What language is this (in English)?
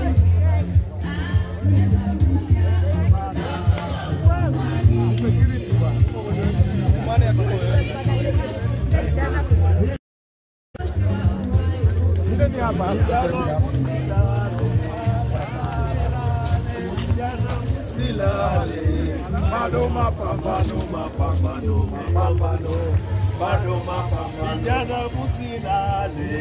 Swahili